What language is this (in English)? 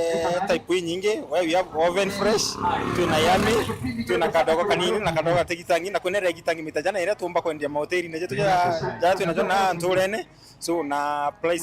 Meru